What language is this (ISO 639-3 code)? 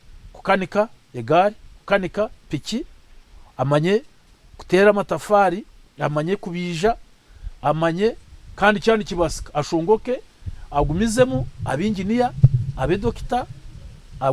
nyn